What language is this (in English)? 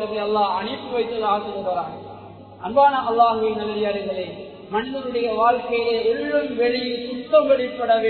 Tamil